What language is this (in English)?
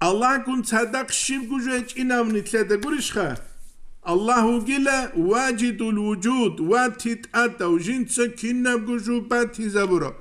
Avaric